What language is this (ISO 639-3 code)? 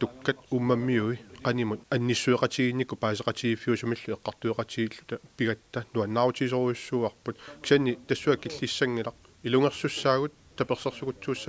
kal